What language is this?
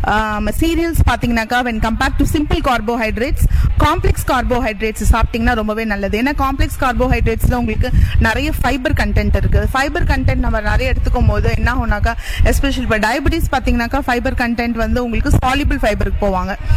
Tamil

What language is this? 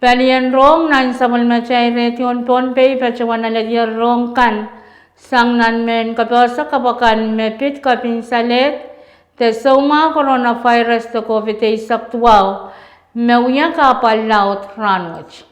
Pohnpeian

